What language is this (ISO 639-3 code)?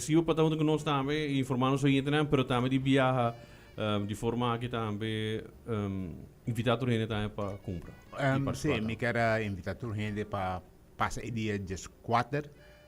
pap